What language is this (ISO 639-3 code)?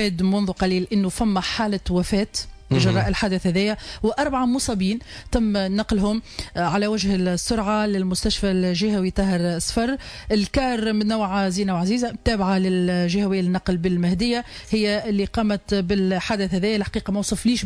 aeb